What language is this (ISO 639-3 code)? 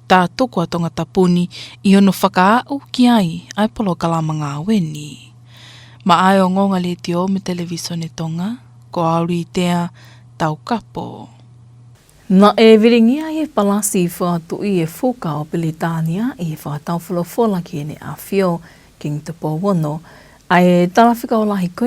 ton